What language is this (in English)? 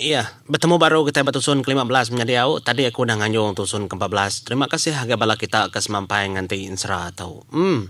Iban